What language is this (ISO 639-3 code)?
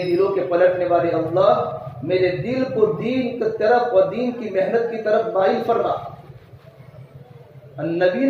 urd